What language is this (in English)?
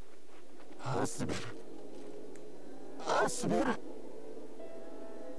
Japanese